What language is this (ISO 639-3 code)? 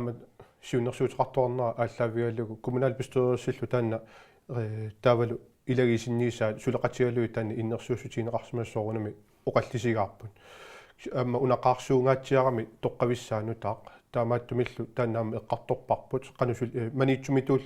kal